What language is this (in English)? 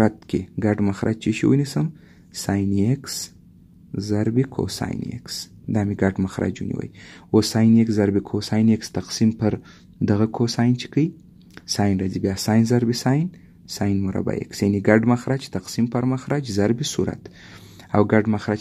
Pashto